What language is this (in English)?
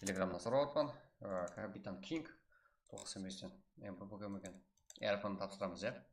Kara-Kalpak